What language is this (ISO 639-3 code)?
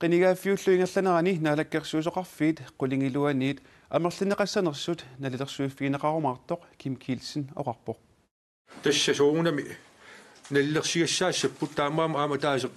kal